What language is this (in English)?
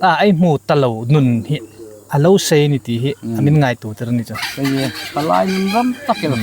Hmar